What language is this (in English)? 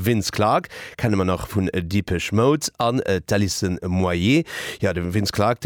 Luxembourgish